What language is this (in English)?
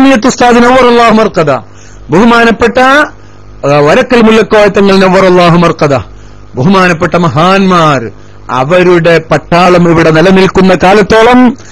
Malayalam